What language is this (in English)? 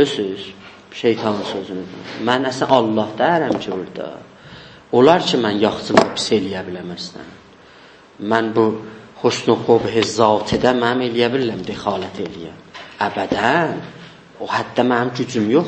South Azerbaijani